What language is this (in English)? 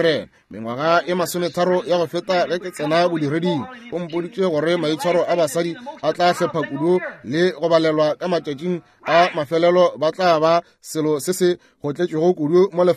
Northern Sotho